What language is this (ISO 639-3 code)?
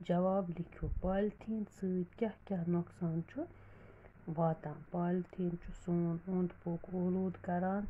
kas